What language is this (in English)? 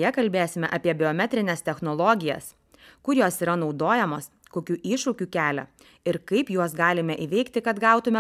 Lithuanian